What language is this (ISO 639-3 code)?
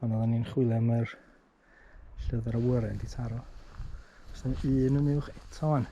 cym